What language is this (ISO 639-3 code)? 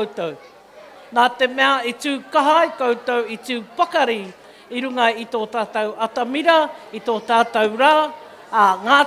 mri